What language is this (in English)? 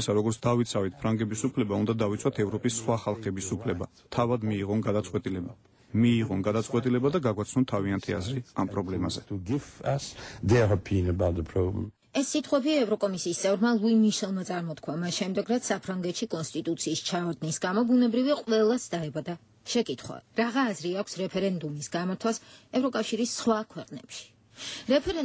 Georgian